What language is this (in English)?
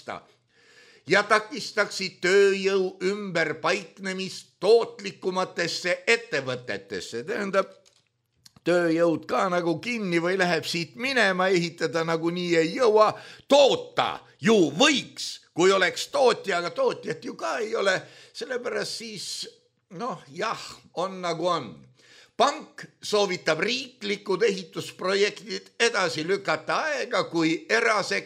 Estonian